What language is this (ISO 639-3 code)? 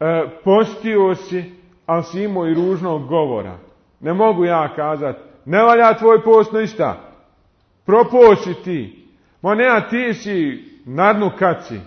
bos